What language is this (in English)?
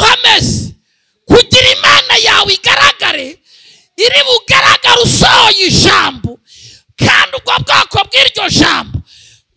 Kinyarwanda